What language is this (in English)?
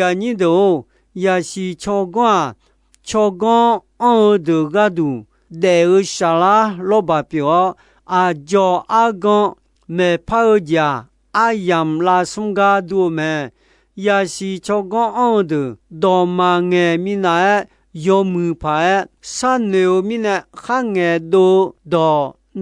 Akha